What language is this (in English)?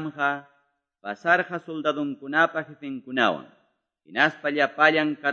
Quechua